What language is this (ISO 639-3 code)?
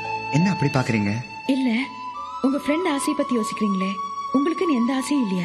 tam